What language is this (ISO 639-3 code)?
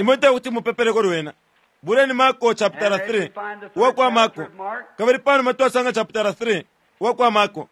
bem